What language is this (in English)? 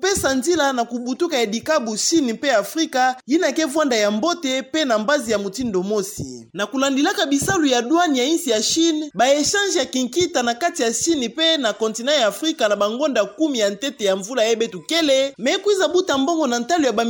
Kituba (Democratic Republic of Congo)